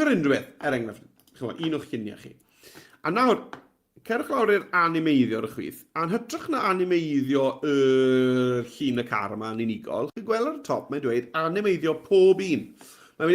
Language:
Welsh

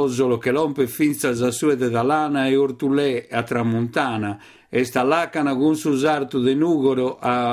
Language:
Sardinian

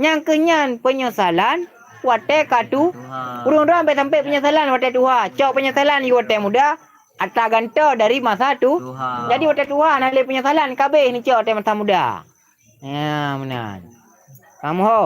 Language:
Achinese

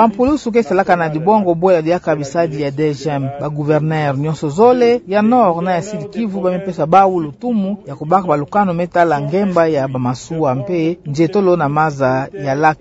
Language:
Kituba (Democratic Republic of Congo)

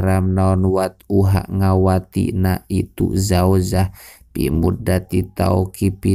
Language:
Sundanese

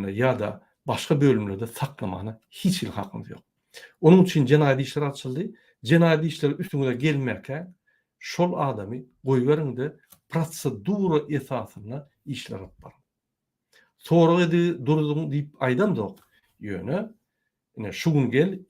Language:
Turkmen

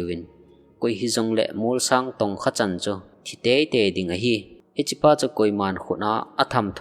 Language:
Thado Chin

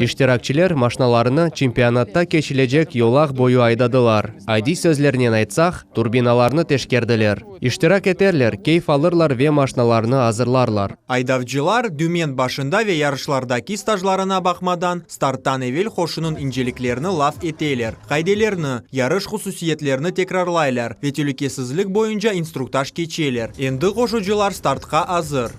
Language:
Crimean Tatar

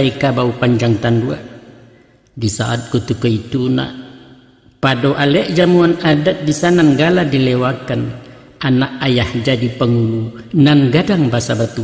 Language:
Minangkabau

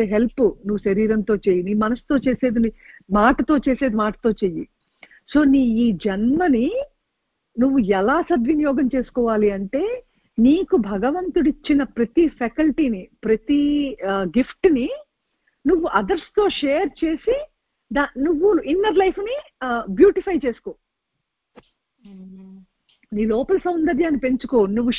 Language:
Telugu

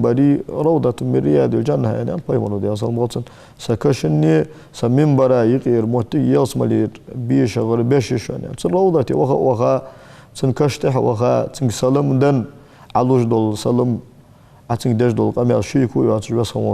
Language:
Ingush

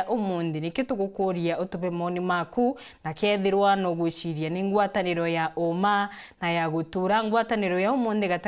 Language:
Meru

